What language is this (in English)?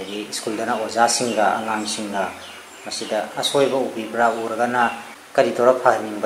Manipuri